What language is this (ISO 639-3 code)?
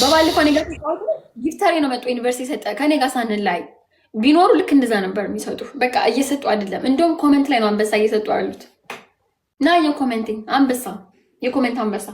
amh